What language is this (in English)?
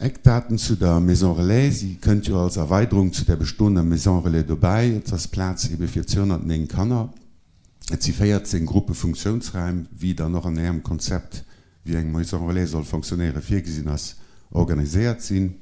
Luxembourgish